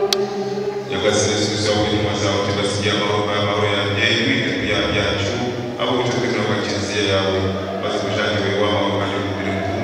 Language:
Kinyarwanda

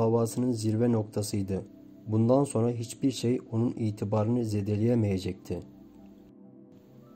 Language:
Turkish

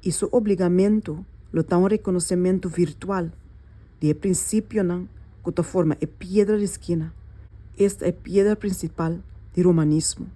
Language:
Papiamento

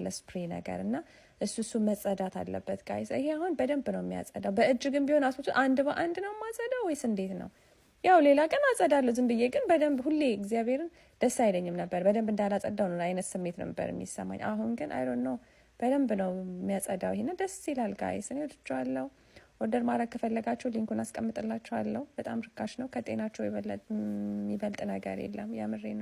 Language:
Amharic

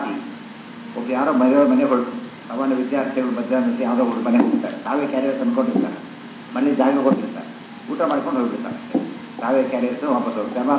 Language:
Kannada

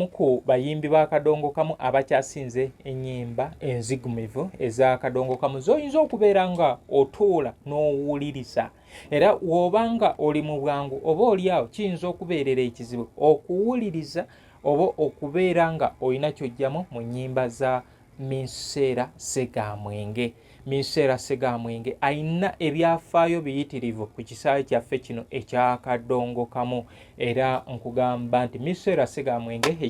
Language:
Ganda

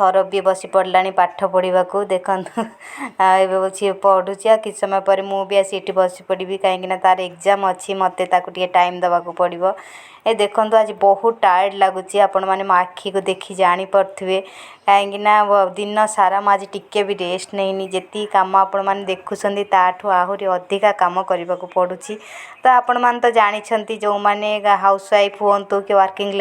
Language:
Odia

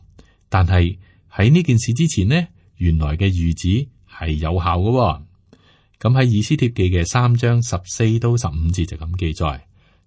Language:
Cantonese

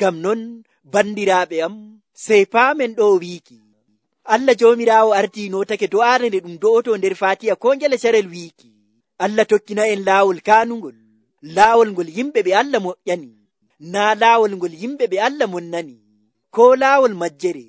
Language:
Nigerian Fulfulde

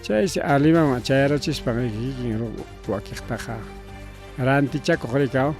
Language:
Ayacucho Quechua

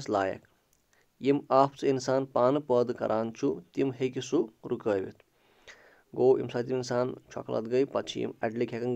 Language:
Kashmiri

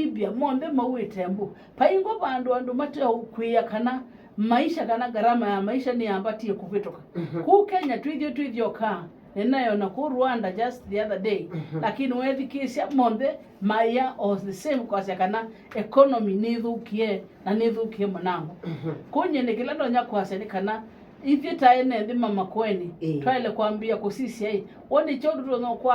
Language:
Kamba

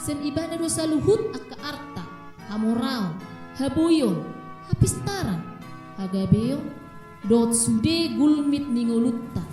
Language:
Batak Toba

